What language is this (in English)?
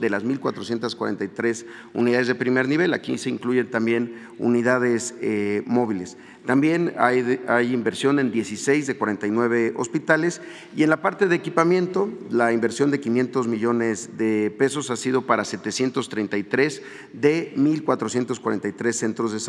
Spanish